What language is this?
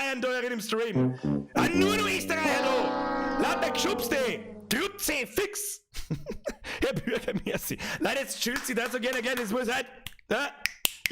Bavarian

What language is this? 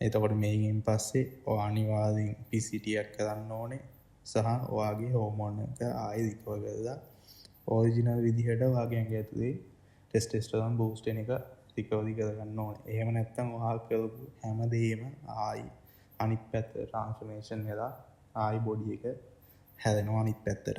Sinhala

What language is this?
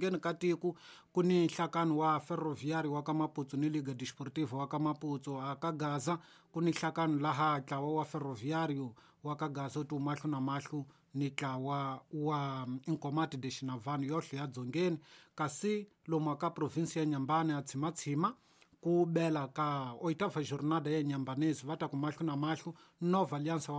Tsonga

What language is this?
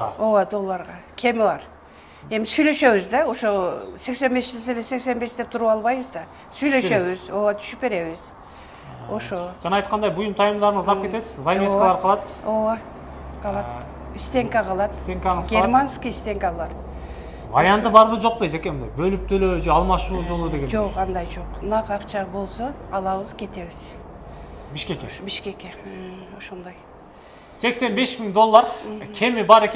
Kyrgyz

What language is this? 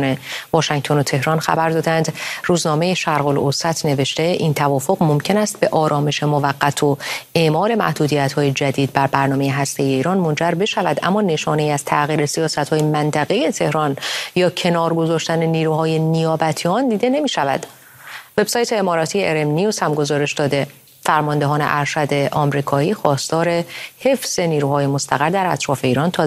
Persian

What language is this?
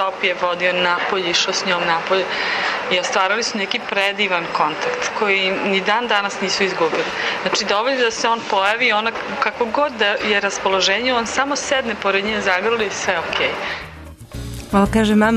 Serbian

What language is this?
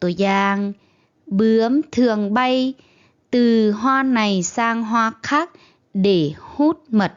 Lao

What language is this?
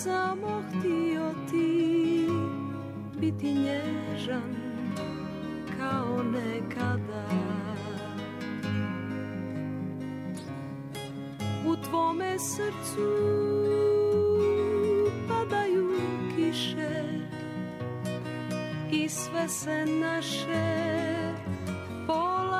Serbian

